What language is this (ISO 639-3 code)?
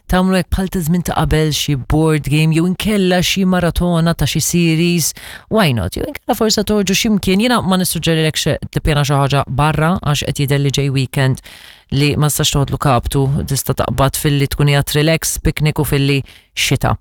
mlt